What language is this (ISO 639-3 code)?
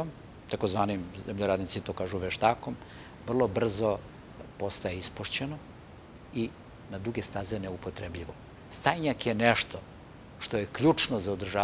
srp